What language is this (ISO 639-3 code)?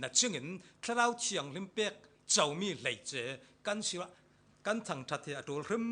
cfm